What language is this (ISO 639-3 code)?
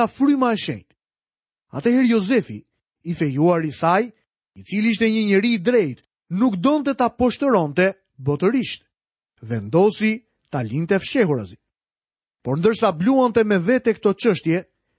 sqi